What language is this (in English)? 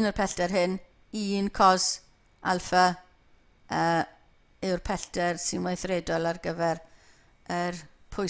Welsh